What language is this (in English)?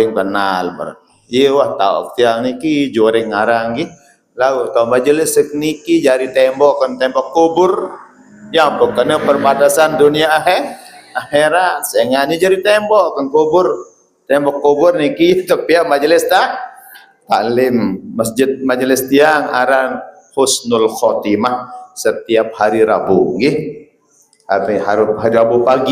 Sasak